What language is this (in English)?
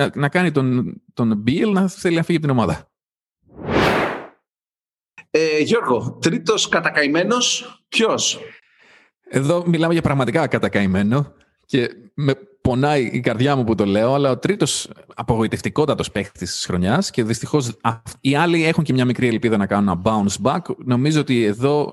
Greek